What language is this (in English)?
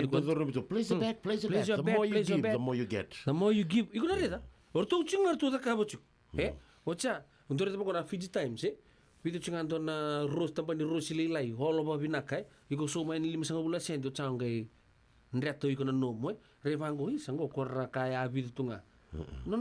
Fijian